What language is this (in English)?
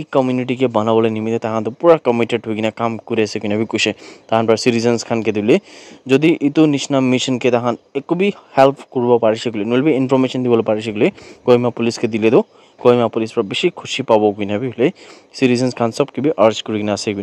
Naga Pidgin